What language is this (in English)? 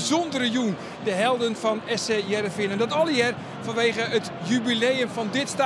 Western Frisian